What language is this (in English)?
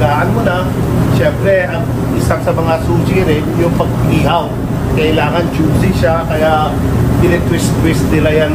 Filipino